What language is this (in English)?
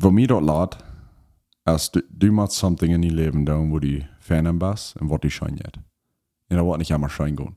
Plautdietsch